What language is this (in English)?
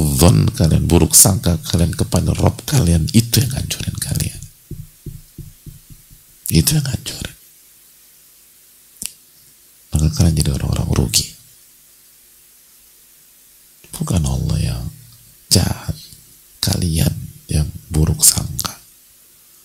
Indonesian